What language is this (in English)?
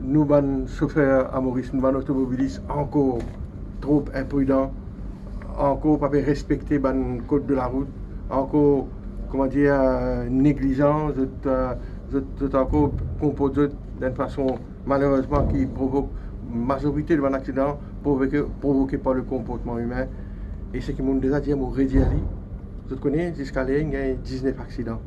Morisyen